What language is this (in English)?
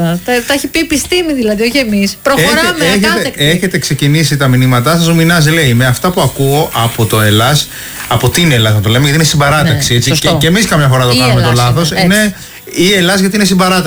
Greek